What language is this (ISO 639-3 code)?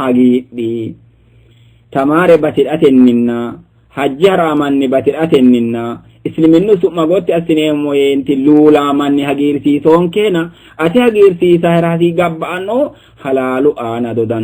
sid